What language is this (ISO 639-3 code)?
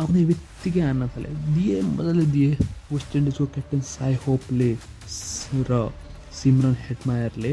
nep